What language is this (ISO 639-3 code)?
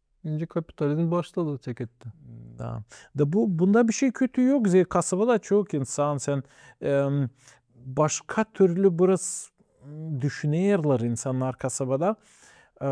gag